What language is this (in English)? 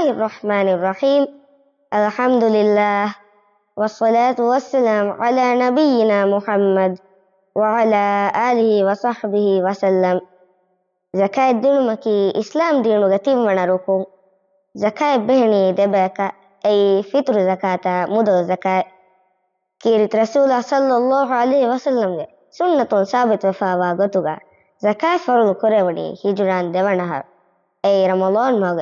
Divehi